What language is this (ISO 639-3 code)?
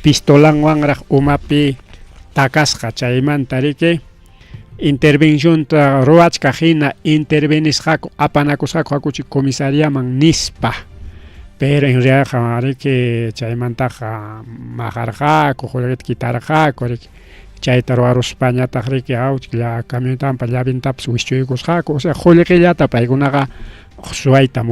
quy